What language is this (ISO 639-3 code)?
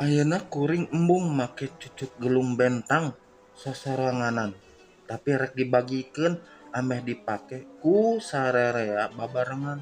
sun